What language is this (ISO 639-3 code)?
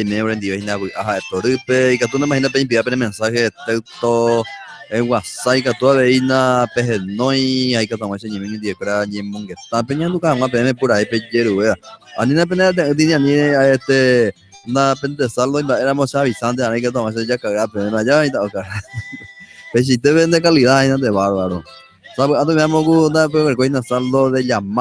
grn